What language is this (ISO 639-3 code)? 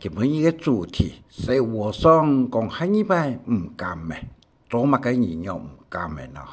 hak